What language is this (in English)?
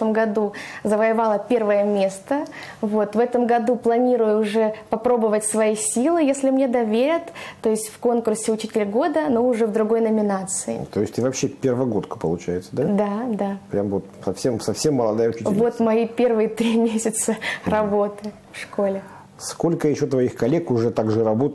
Russian